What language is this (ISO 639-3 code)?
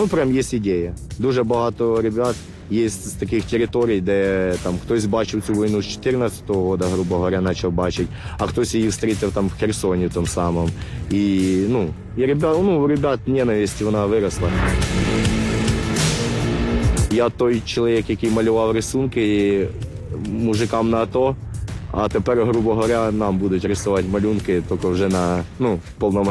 ukr